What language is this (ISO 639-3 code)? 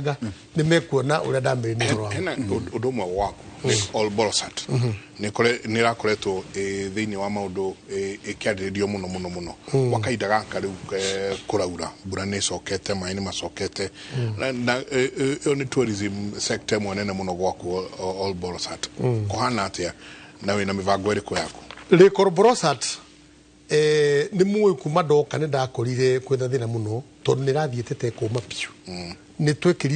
kik